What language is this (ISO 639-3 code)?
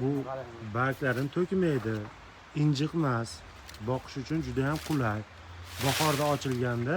uzb